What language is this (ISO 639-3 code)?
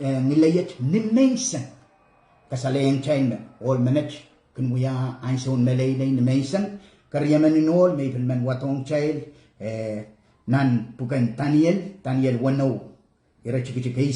pon